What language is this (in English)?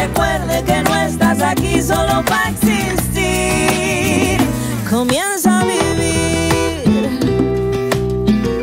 Spanish